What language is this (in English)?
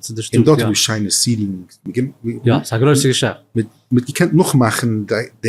Yiddish